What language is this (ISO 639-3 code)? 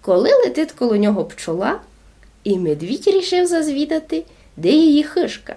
rue